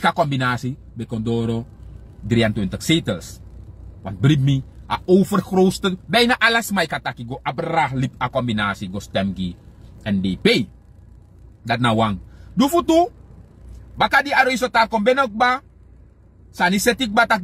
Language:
Sranan Tongo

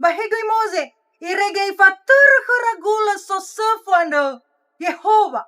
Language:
Nias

